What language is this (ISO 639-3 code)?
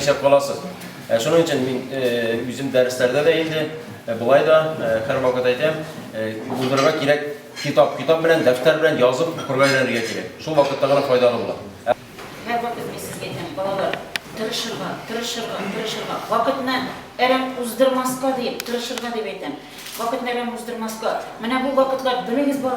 tat